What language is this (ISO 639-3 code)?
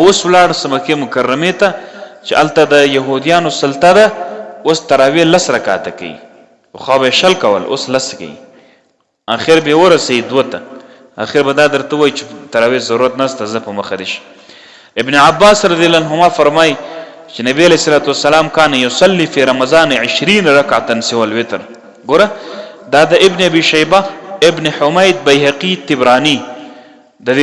pus